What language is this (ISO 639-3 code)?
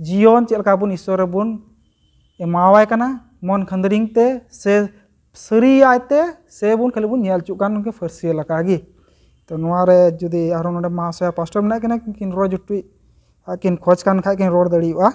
sat